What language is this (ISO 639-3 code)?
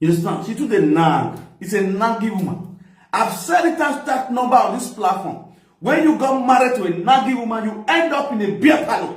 pcm